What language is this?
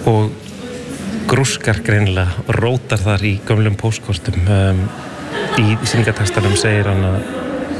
Icelandic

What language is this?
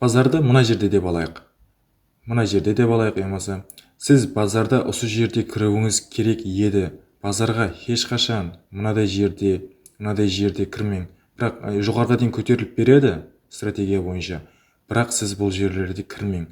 Kara-Kalpak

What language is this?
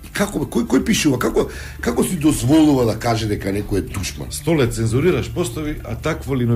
Macedonian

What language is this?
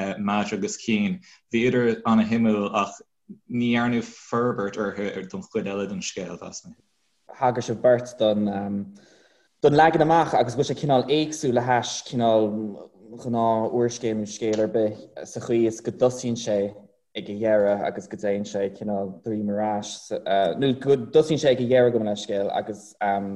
Irish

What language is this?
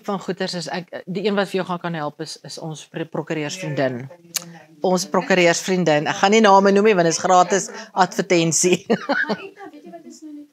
Afrikaans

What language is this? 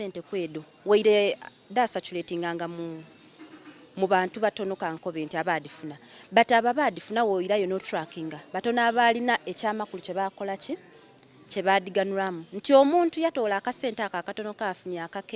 Soga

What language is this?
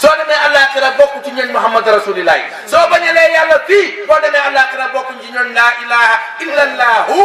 Wolof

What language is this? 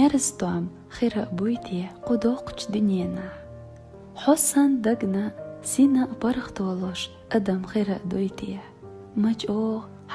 Chechen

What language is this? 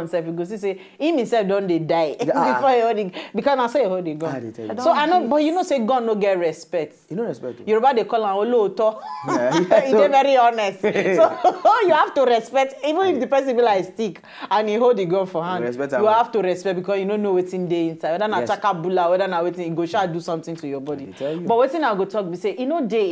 Nigerian Pidgin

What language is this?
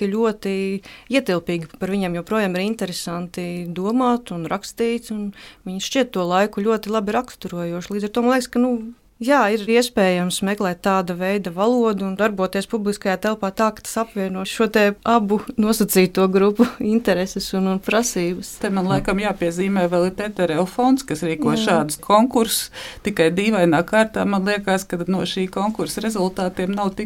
Latvian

